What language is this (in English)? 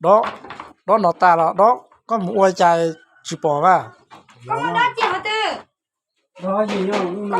Hmong